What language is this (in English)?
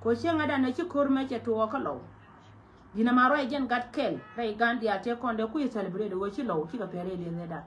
Nuer